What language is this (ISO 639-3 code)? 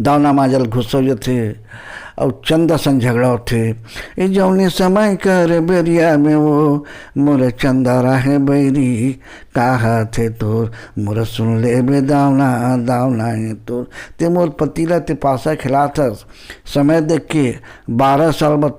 hne